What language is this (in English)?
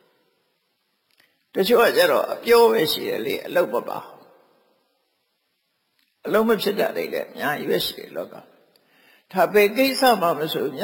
Burmese